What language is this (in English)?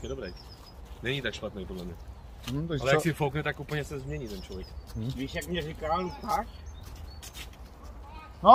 Czech